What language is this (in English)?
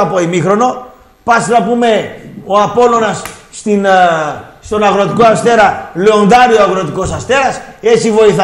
Greek